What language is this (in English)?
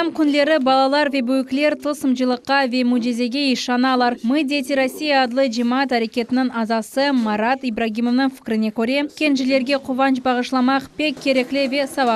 Crimean Tatar